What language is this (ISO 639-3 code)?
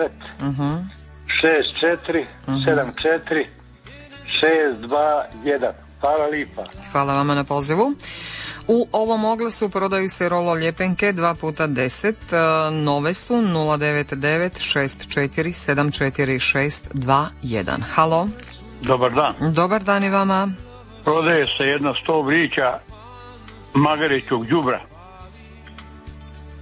hrv